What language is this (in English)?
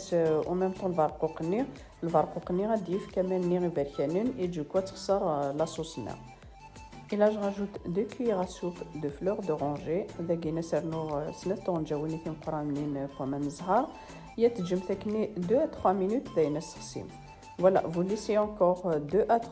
Kabyle